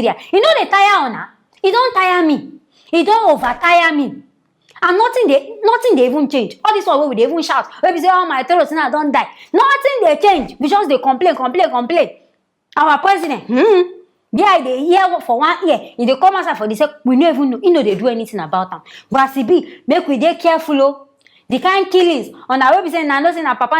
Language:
Nigerian Pidgin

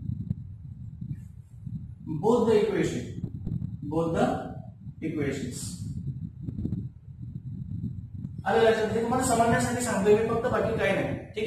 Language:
Marathi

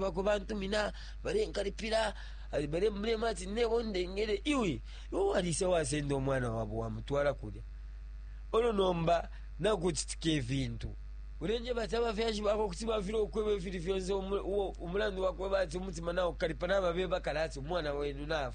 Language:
Bemba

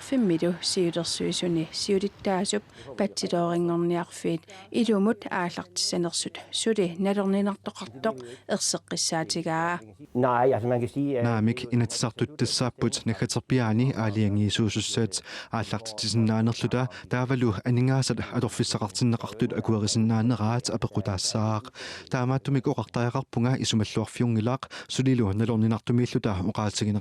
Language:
Kalaallisut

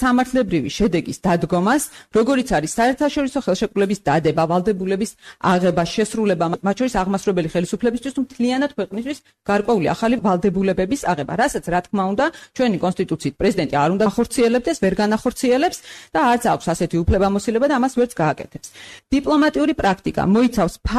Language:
Georgian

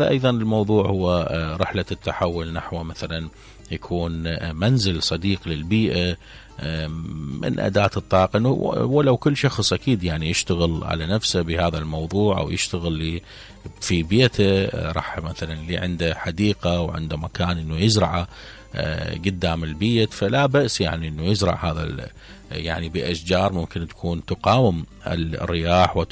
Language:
Mesopotamian Arabic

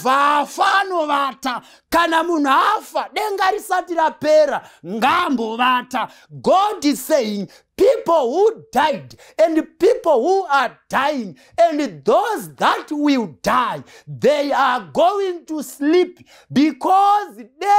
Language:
Shona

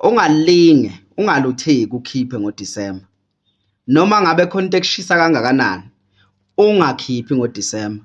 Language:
Zulu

